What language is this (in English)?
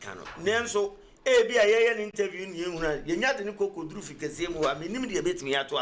Akan